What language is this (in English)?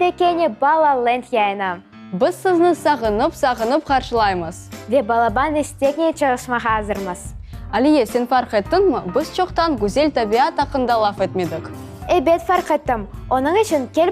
Crimean Tatar